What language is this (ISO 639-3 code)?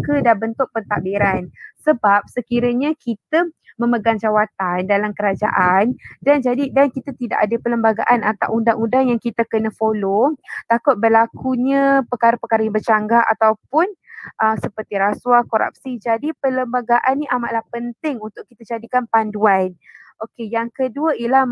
msa